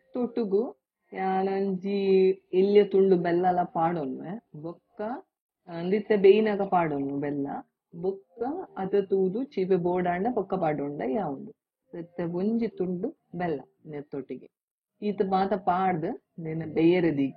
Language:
Tulu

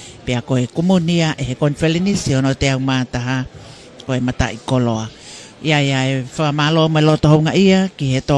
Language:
Tongan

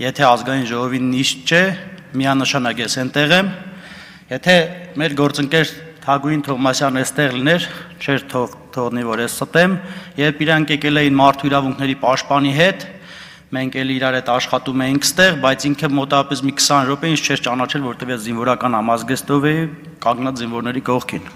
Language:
Armenian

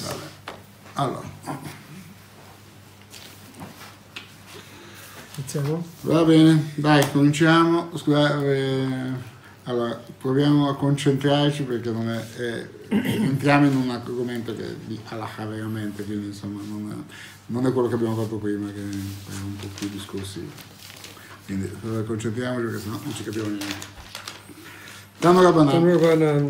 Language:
Italian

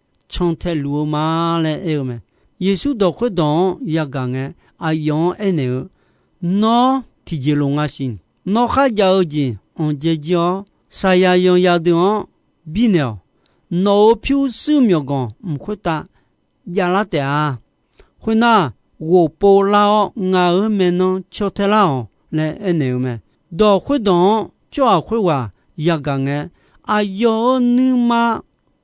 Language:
Akha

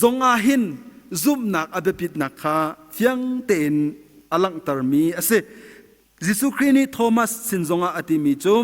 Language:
Hakha Chin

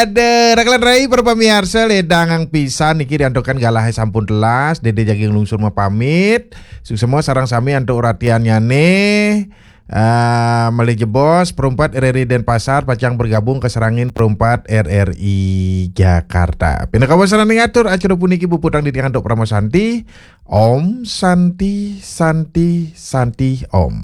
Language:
Balinese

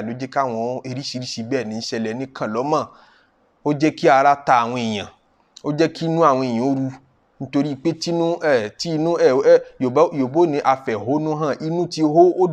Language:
Yoruba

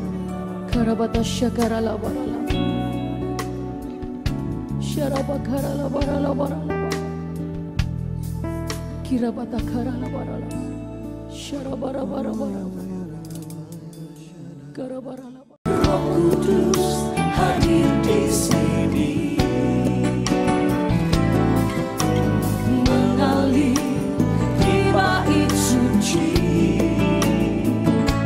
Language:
Indonesian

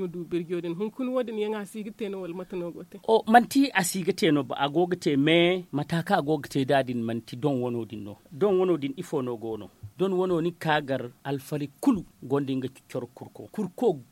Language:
Zarma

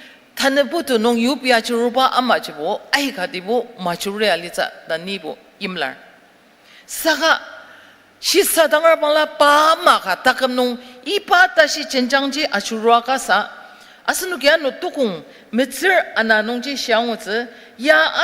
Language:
Ao Naga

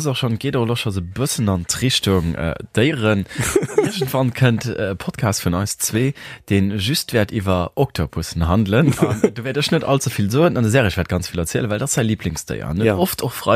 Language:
Luxembourgish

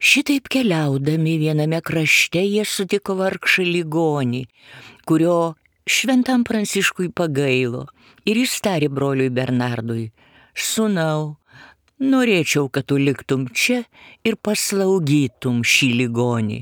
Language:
Lithuanian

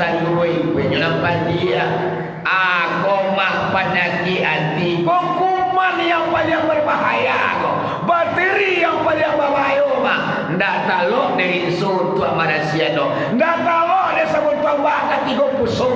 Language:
Minangkabau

